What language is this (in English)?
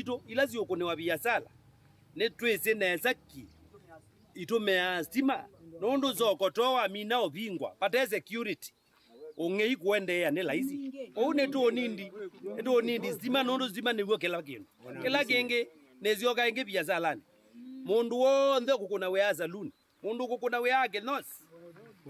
Kamba